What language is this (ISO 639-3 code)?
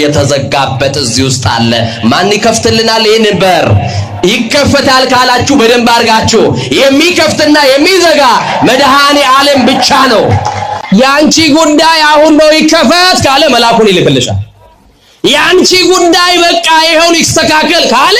amh